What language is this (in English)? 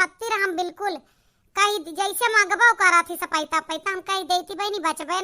Awadhi